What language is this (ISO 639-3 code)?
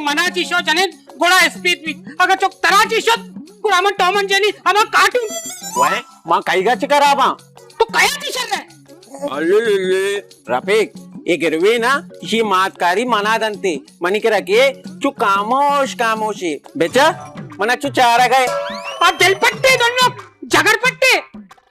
bal